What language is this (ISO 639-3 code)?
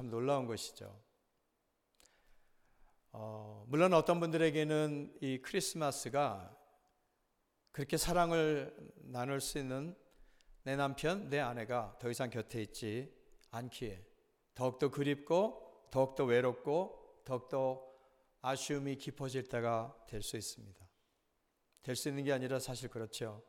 kor